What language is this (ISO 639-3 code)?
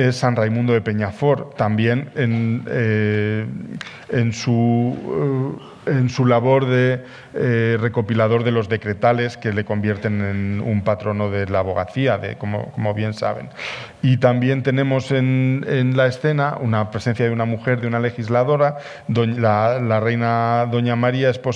spa